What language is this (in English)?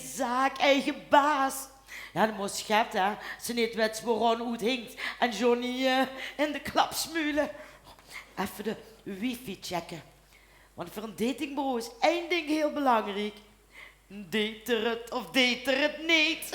Limburgish